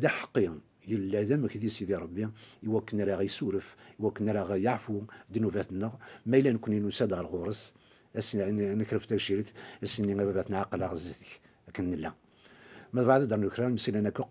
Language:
Kabyle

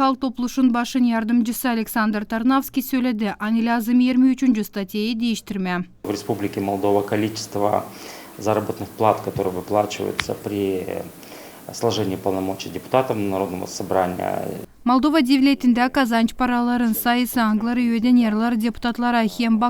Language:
Gagauz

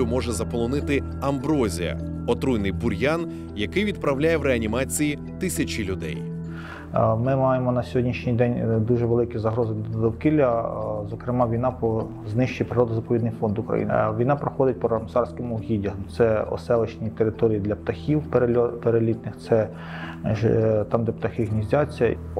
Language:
Ukrainian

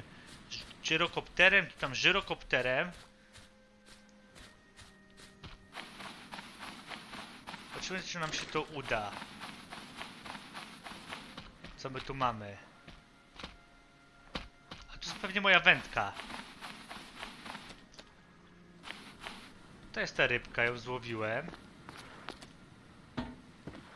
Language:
Polish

